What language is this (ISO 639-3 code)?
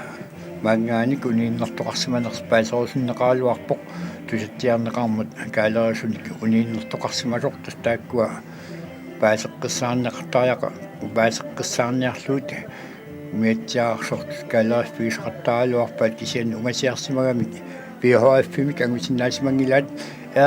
kal